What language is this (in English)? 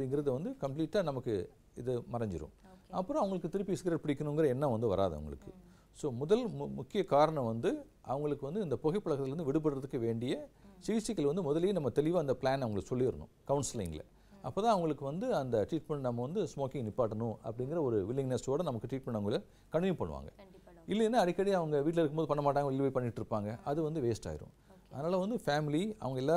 Tamil